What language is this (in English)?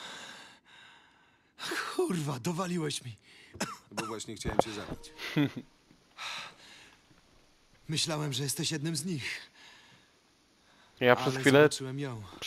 Polish